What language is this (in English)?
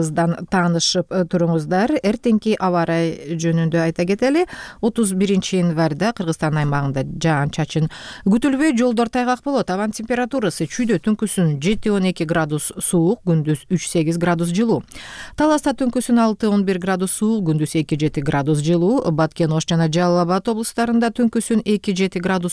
Kyrgyz